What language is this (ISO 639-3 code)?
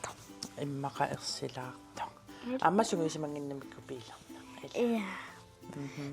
kal